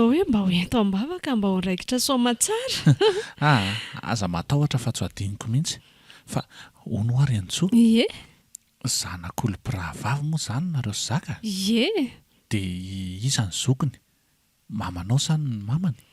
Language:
Malagasy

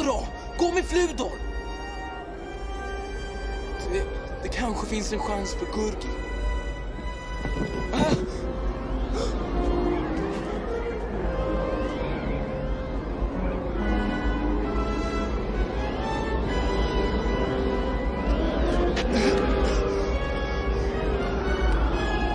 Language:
Swedish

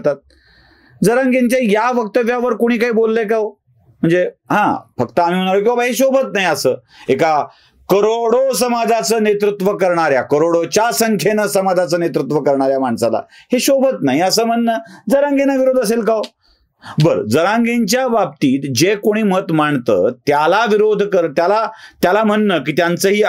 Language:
Marathi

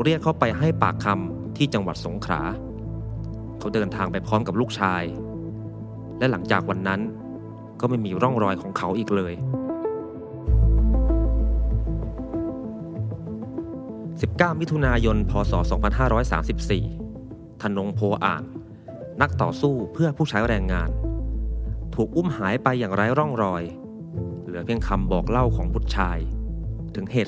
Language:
Thai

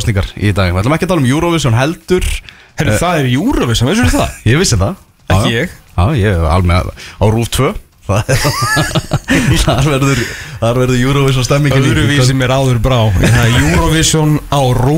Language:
Icelandic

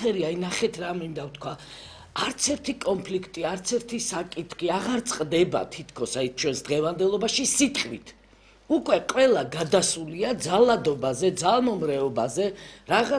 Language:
Georgian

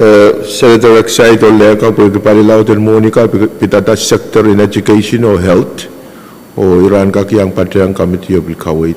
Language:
Pohnpeian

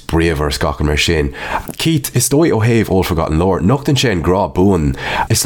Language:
Irish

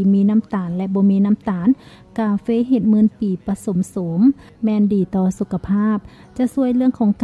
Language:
Lao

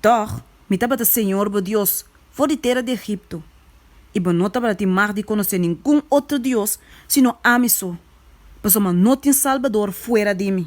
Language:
Papiamento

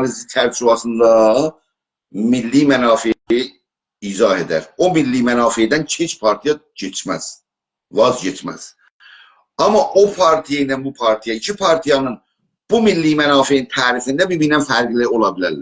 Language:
South Azerbaijani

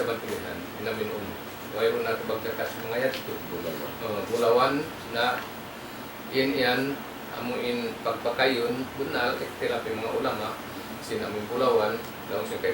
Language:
Tausug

